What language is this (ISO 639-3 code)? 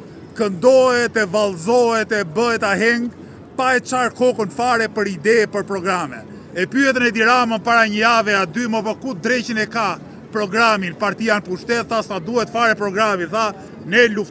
sqi